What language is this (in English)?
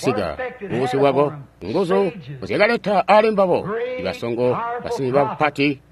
Tonga (Zambia)